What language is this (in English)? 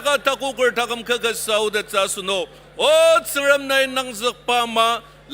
Ao Naga